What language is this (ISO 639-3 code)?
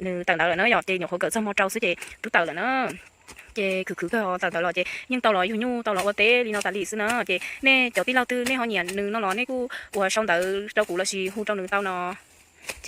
hmn